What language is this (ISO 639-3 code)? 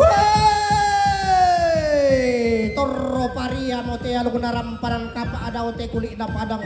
sda